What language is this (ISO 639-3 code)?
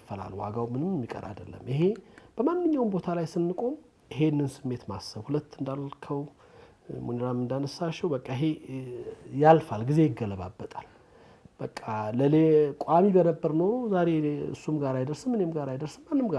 amh